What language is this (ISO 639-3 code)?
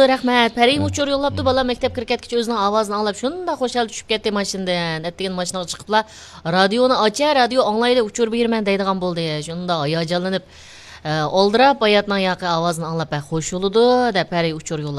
uig